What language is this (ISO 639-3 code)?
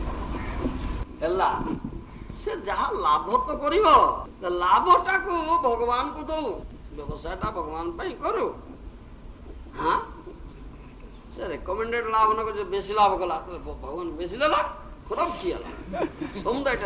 ori